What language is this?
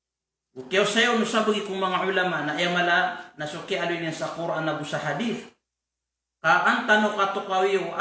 Maranao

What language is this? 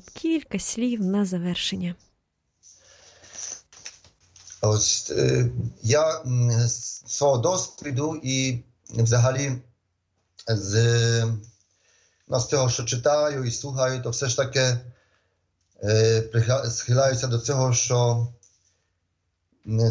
Ukrainian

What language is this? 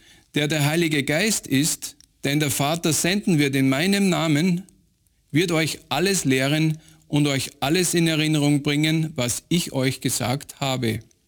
German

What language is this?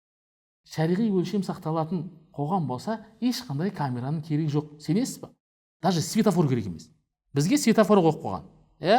Kazakh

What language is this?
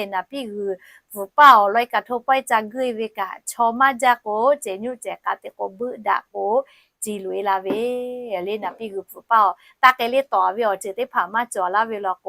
Lahu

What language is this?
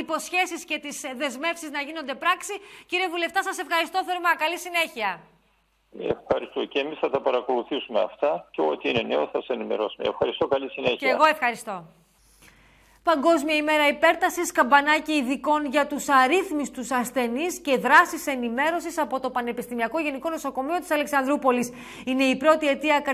Greek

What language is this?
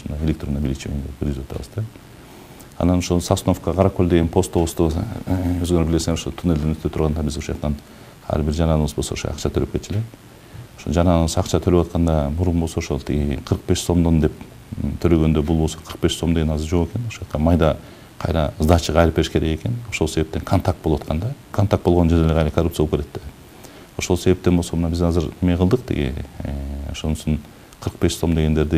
Kyrgyz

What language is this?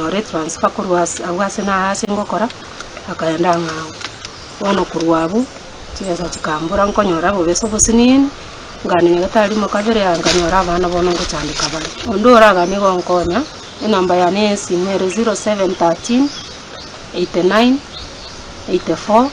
Gusii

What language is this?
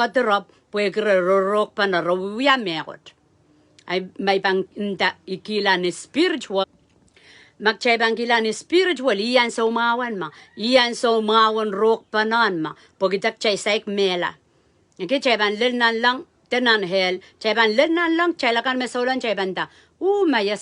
Pohnpeian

